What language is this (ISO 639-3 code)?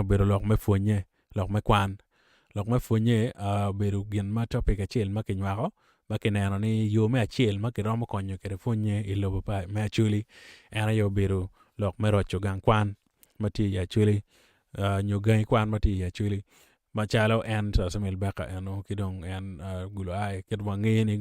ach